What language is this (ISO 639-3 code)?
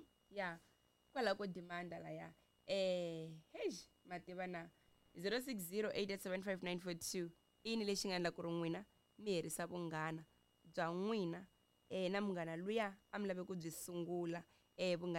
tso